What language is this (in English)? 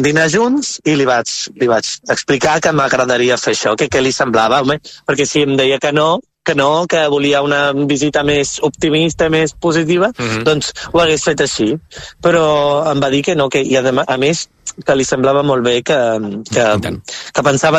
Catalan